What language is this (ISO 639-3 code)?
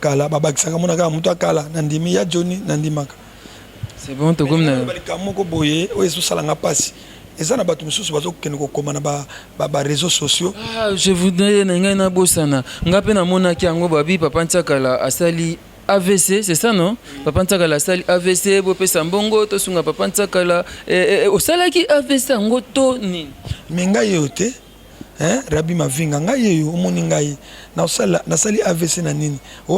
lin